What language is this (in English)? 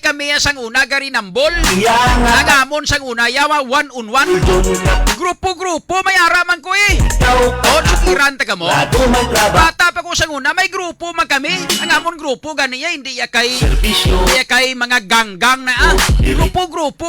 Hiligaynon